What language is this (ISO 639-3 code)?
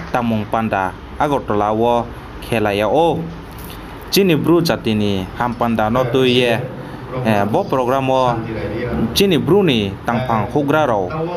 ria